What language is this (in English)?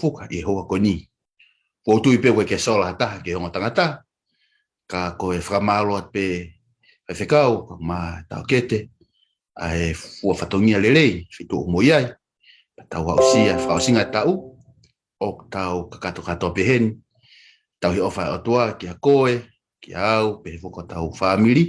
Tongan